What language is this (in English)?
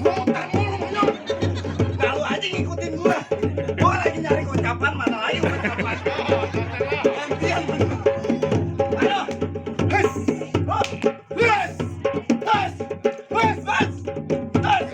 Betawi